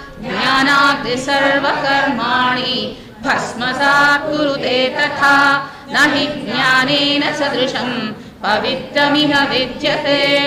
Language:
Sanskrit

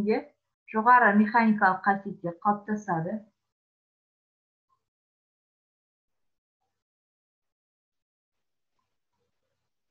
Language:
Kazakh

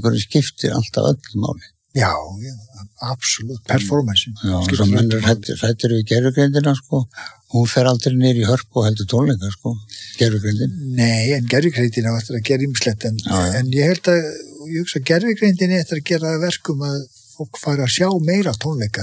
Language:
Icelandic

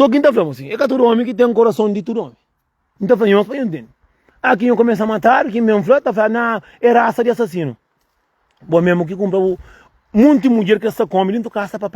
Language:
Kabuverdianu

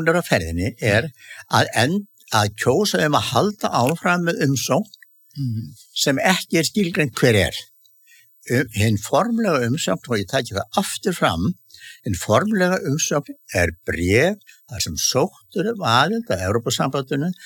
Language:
Icelandic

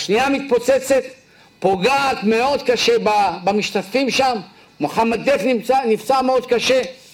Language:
Hebrew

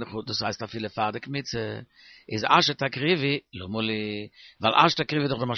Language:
Yiddish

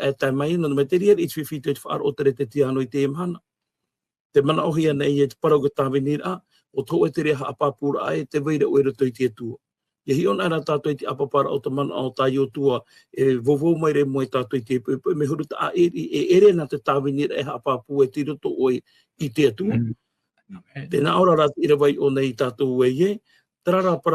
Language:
Tahitian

